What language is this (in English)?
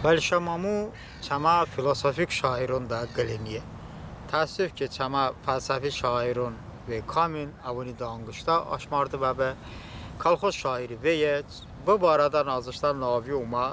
Talysh